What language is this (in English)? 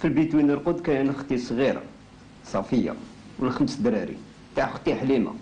Algerian Arabic